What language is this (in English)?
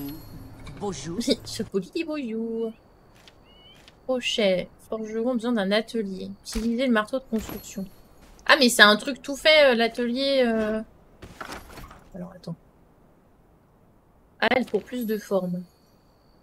French